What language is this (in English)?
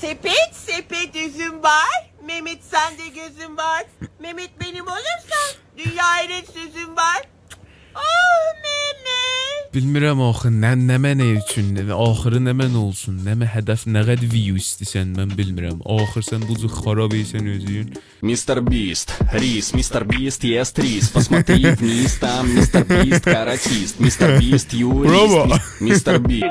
South Azerbaijani